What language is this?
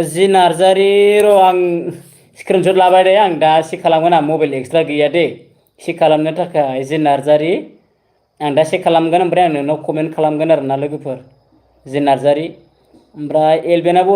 Bodo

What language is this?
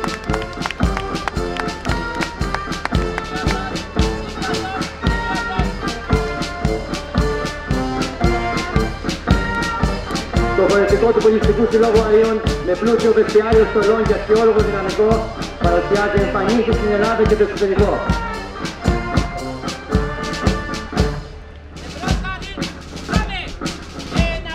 Greek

